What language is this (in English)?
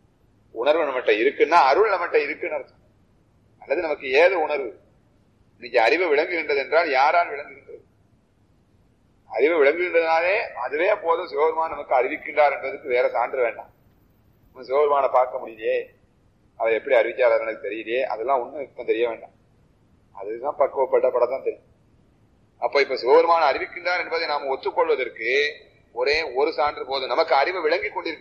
Tamil